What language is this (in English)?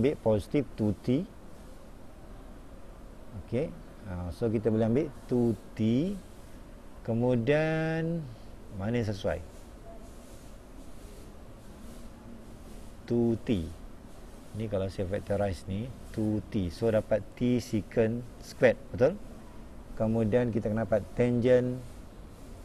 Malay